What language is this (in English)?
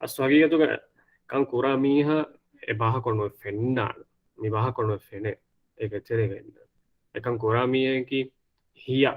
Divehi